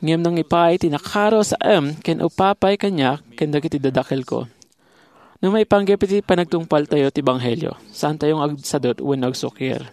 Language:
Iloko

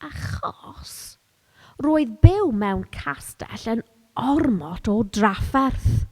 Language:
Welsh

